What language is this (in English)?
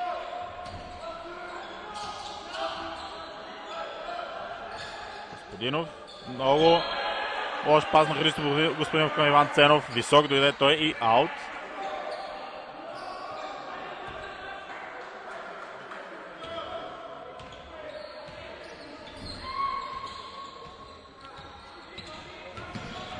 Bulgarian